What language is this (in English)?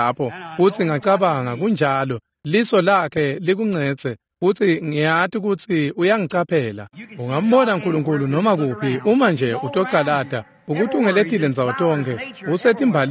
Swati